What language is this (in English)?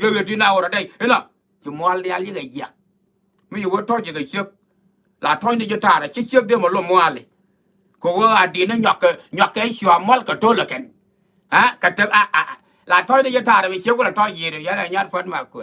Nuer